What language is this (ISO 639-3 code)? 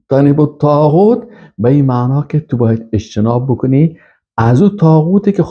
fas